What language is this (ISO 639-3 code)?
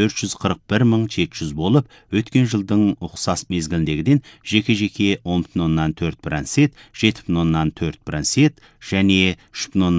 kaz